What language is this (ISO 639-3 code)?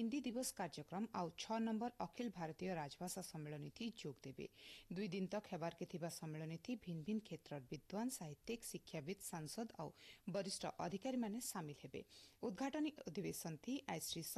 ori